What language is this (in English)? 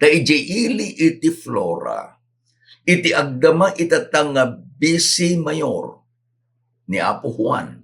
Iloko